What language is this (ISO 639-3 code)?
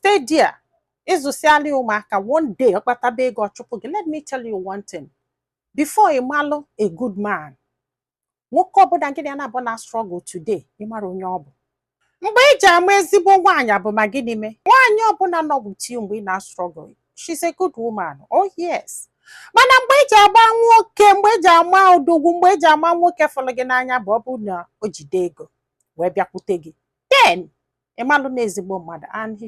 ibo